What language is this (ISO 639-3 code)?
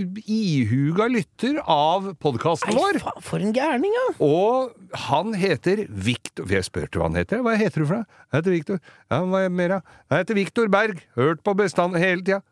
nor